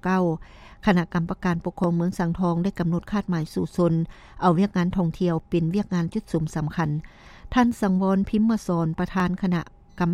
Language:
Lao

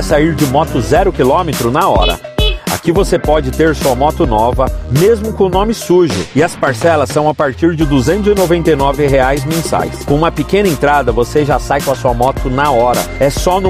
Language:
Portuguese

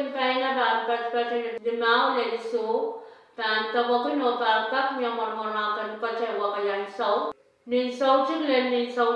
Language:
Pohnpeian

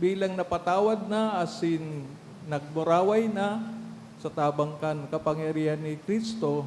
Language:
Bikol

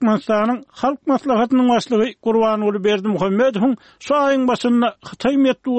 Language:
Turkmen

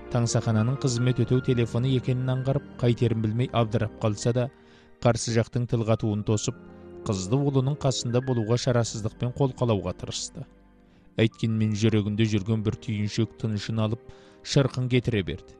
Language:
Kazakh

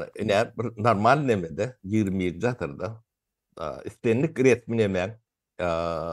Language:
Turkmen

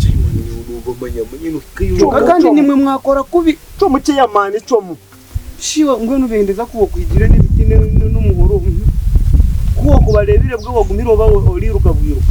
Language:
Nyankole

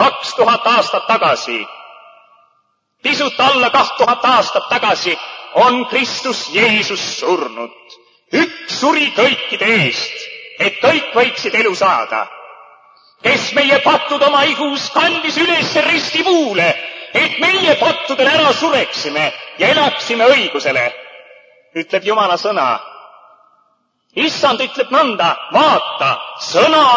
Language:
Estonian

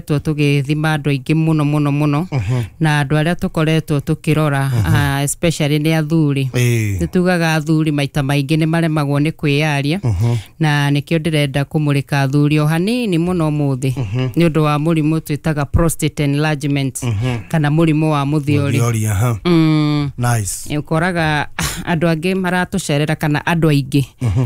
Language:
Kikuyu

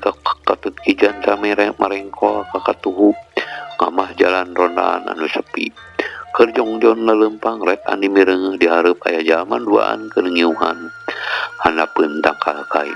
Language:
Sundanese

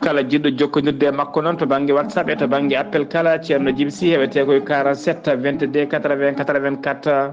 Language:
Fula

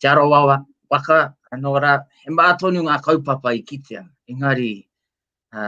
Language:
Māori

